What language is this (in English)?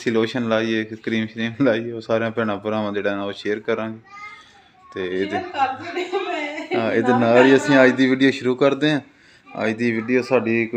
Punjabi